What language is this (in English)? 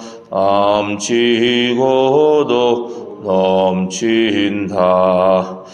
Korean